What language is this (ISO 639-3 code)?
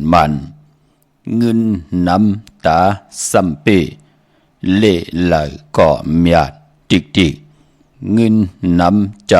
shn